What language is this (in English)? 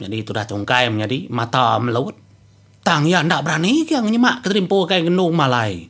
Iban